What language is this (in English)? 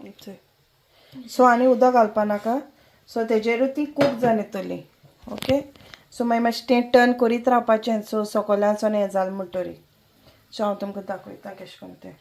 Konkani